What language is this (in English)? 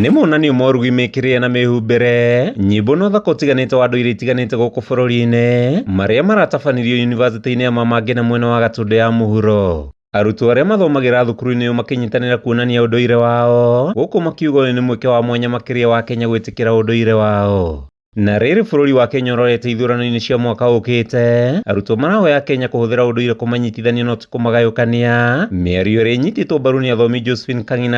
Kikuyu